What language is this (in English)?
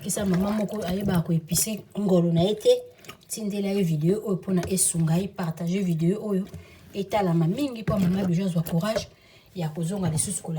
Lingala